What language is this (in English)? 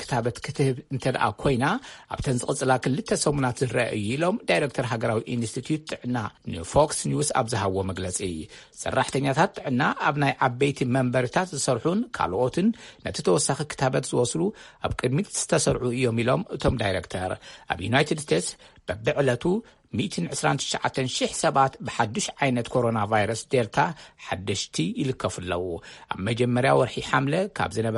Tigrinya